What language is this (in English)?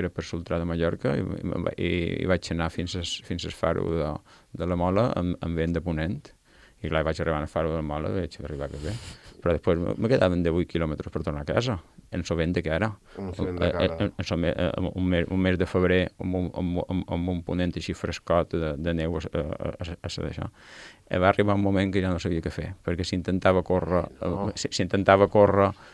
Catalan